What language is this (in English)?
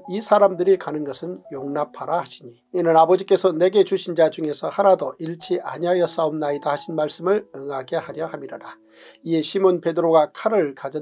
Korean